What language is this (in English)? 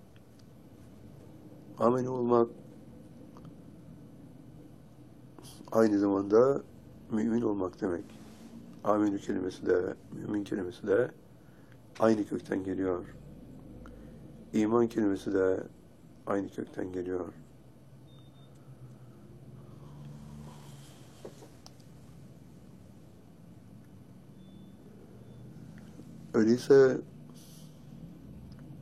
Turkish